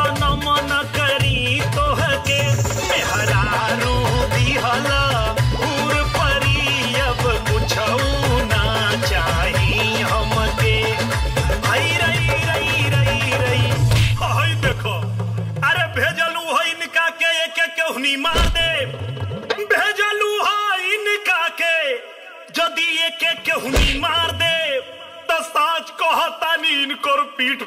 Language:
Bhojpuri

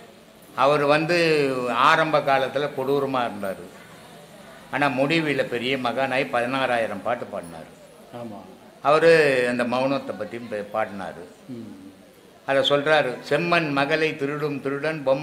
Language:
Tamil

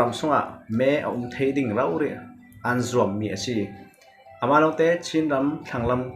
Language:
Falam Chin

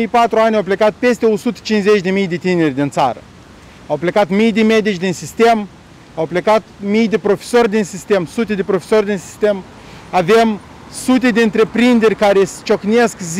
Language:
Romanian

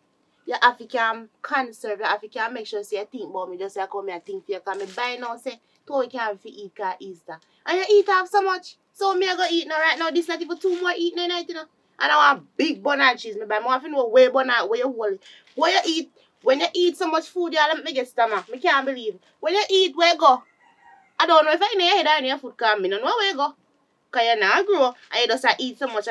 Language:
Jamaican Creole English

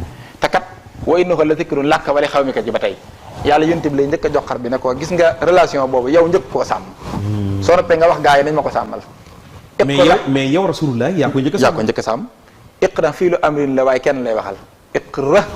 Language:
Wolof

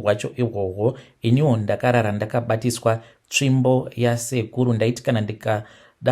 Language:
Shona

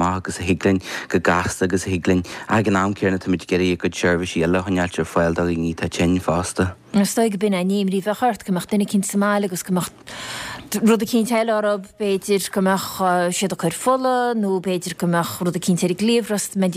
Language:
Irish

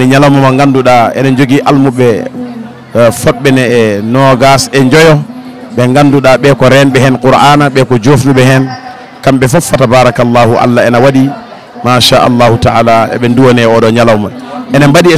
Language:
Fula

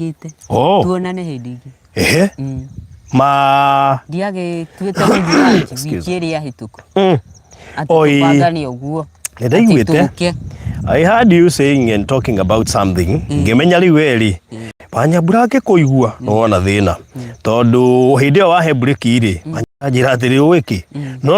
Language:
Kikuyu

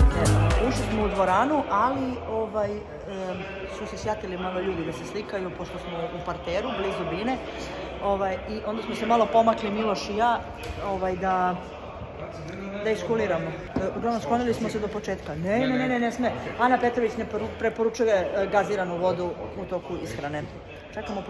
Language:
Serbian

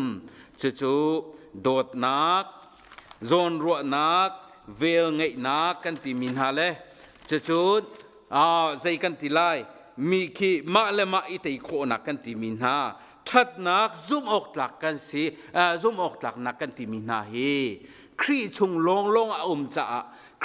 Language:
Hakha Chin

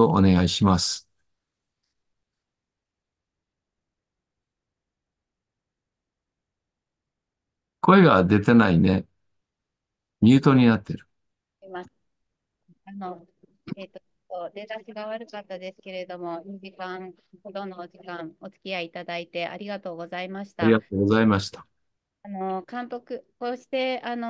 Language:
Japanese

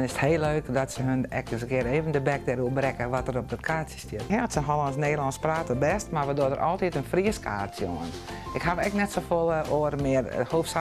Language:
Western Frisian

